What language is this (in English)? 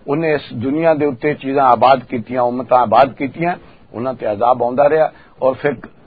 Western Panjabi